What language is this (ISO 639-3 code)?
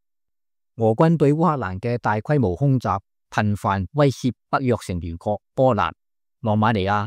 yue